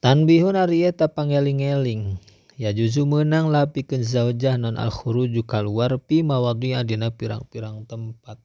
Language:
Sundanese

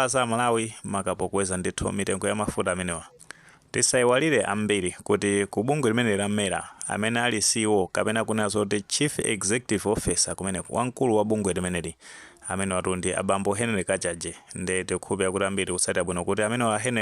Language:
Nyanja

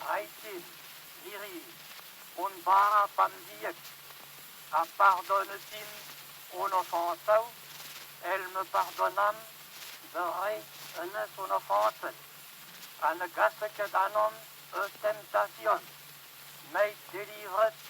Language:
Breton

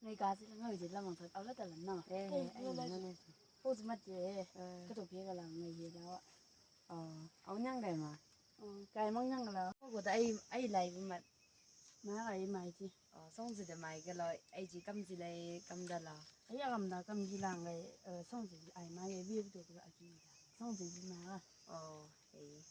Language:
Chang Naga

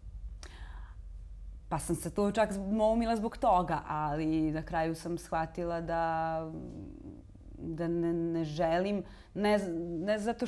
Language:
Serbian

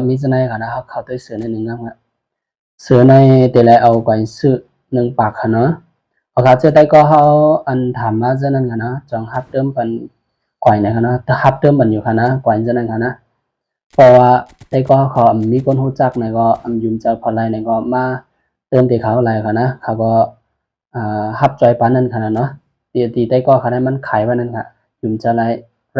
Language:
Shan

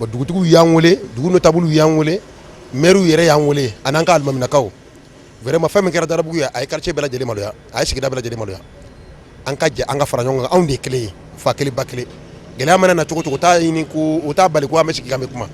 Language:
Bambara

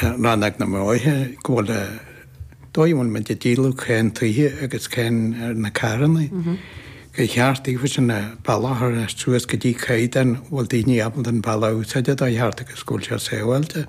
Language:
Irish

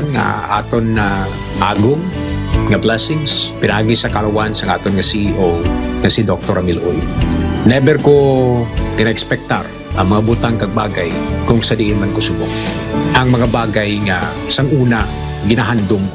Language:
Hiligaynon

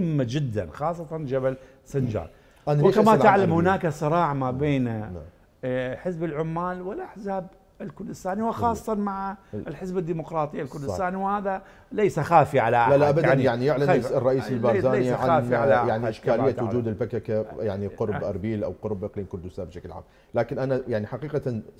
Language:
Mesopotamian Arabic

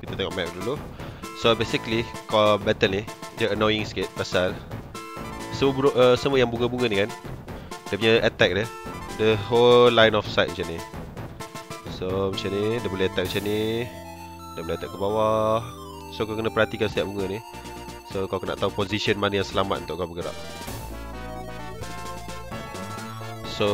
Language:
Malay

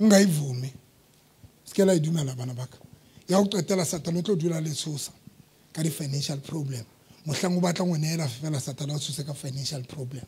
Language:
Southern Sotho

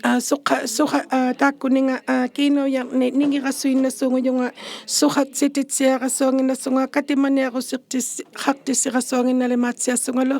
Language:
Inuktitut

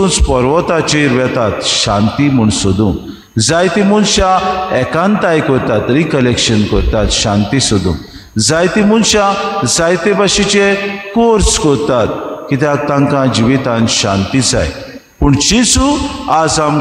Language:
Konkani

